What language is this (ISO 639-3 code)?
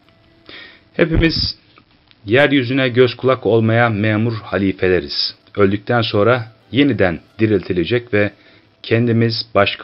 tur